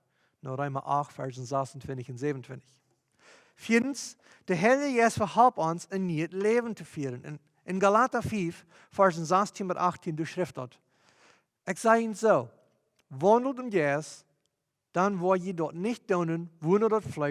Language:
Plautdietsch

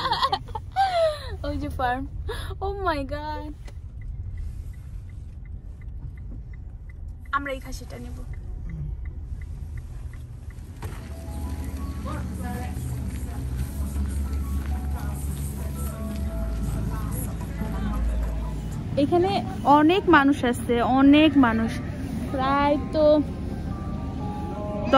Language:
Bangla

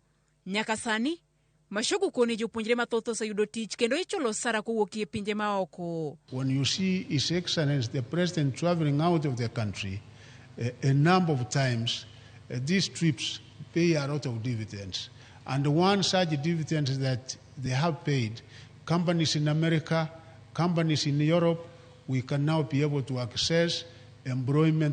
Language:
Luo (Kenya and Tanzania)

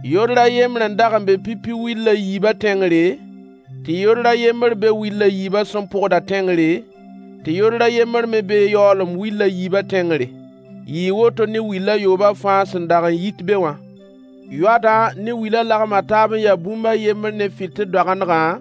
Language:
Mossi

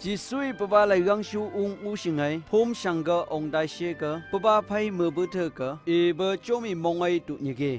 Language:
Phom Naga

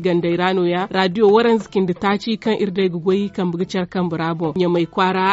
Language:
Zarma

